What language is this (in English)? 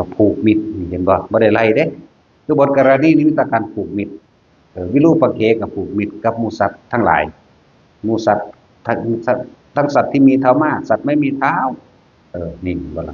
Northeastern Thai